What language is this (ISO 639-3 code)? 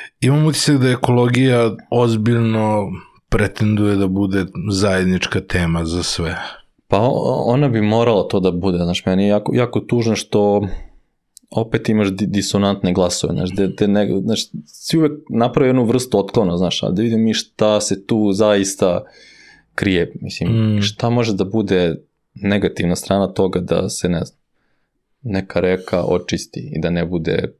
srp